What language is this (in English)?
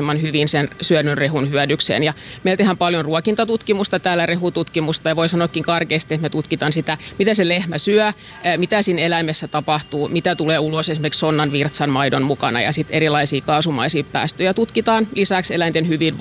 Finnish